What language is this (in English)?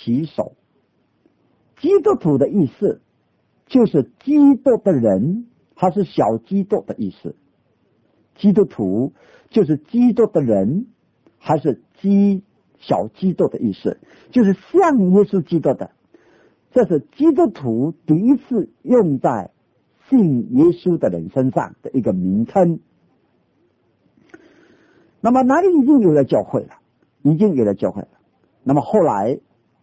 Chinese